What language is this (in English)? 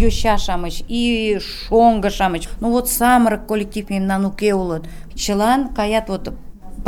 Mari